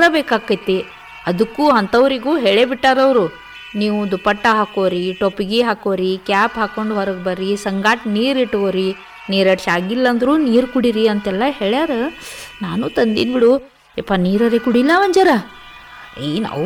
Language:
Kannada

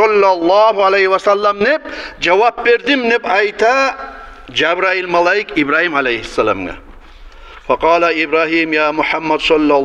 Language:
Kumyk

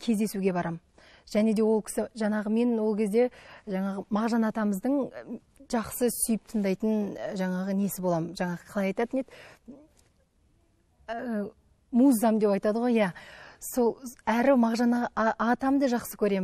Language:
Kazakh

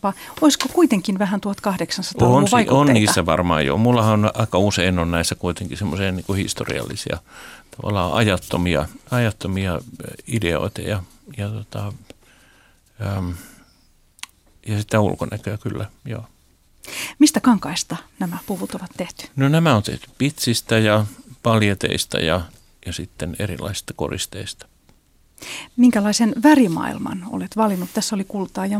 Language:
Finnish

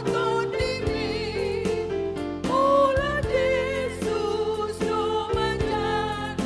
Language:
Batak Toba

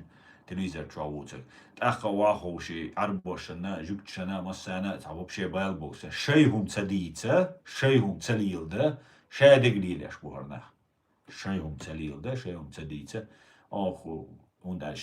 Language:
Chechen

